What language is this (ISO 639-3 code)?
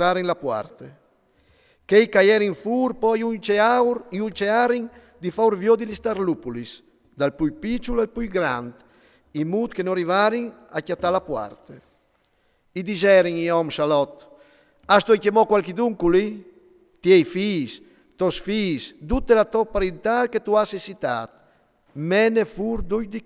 fur